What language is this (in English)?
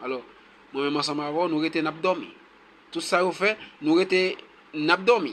Haitian Creole